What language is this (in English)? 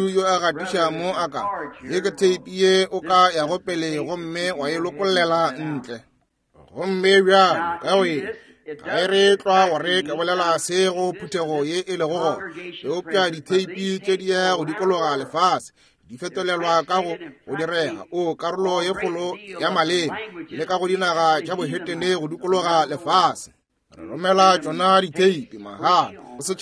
Northern Sotho